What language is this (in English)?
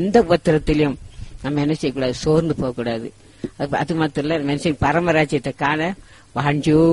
Tamil